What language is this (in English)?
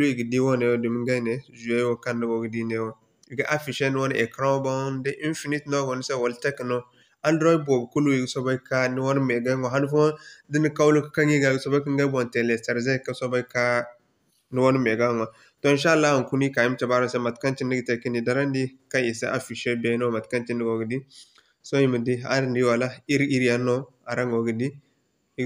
Zarma